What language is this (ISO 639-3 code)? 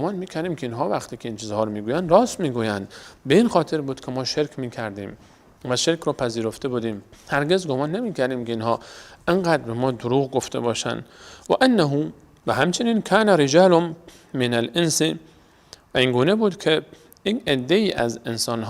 fas